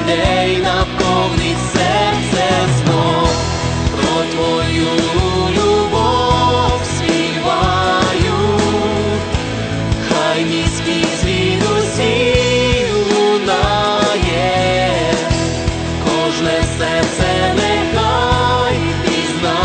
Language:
Ukrainian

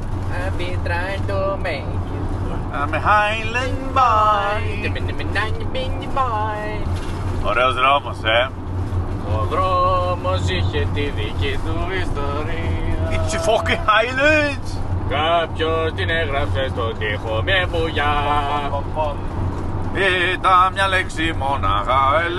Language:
Greek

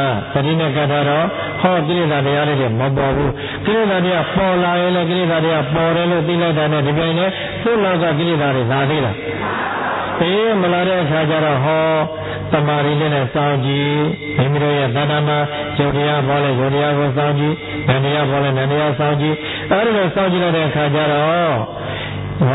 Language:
Burmese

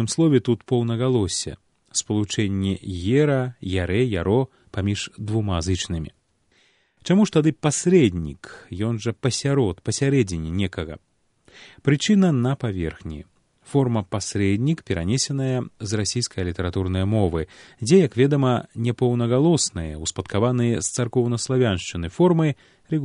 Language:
Belarusian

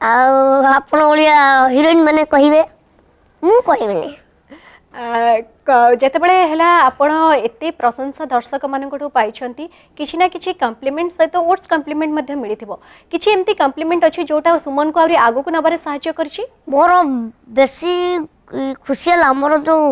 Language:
Odia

